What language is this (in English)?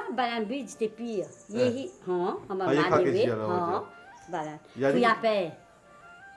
Bhojpuri